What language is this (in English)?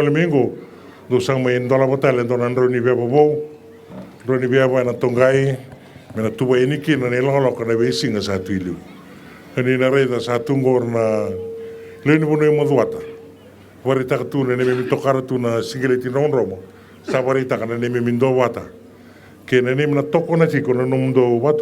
Fijian